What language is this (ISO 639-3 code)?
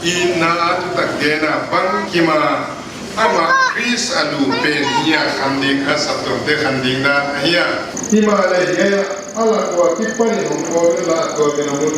pck